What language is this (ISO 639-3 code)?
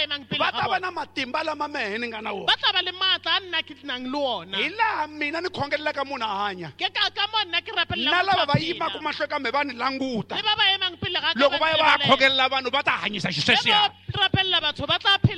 tso